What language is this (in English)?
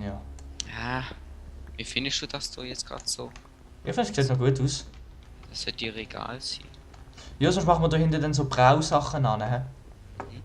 Swiss German